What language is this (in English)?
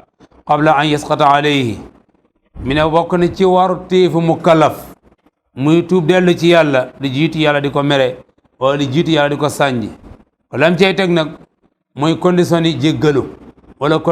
Wolof